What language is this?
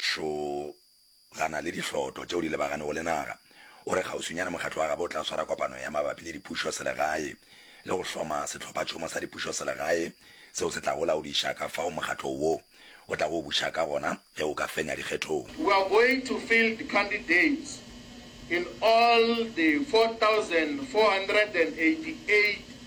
Northern Sotho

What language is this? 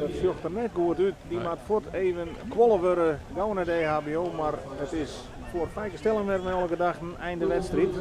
Western Frisian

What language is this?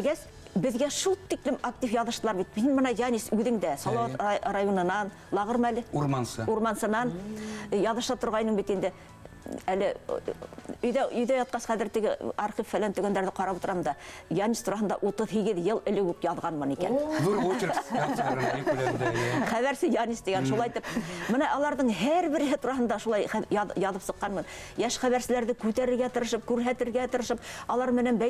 Bashkir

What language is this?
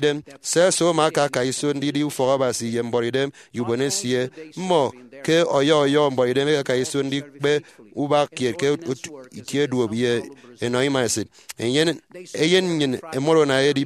Efik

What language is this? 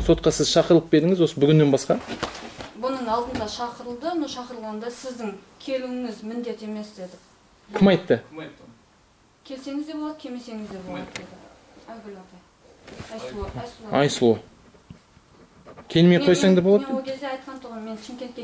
Kazakh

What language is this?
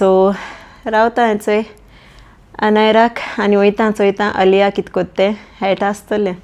Konkani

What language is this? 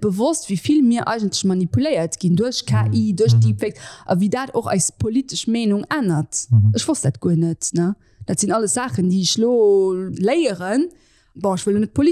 Luxembourgish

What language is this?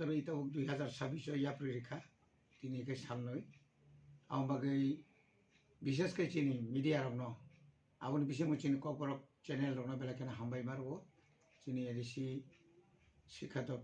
Kok Borok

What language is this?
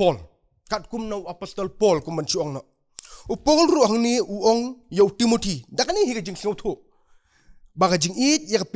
Khasi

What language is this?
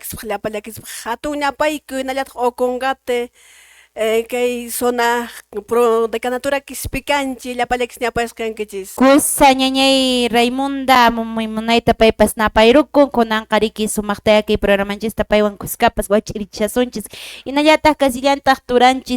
Quechua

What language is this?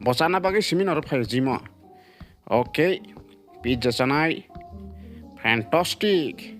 Kok Borok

